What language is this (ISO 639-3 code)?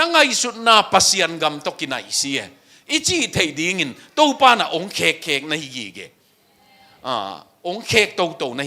ctd